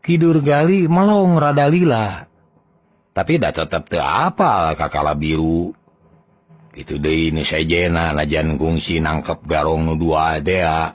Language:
Sundanese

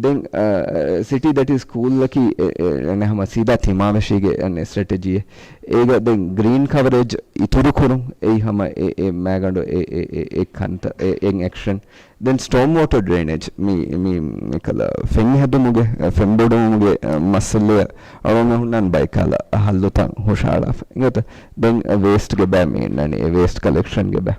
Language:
Divehi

